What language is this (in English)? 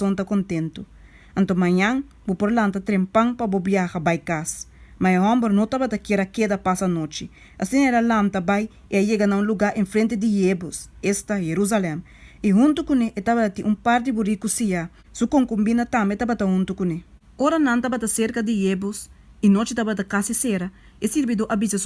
Papiamento